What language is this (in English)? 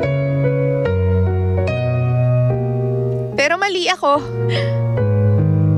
Filipino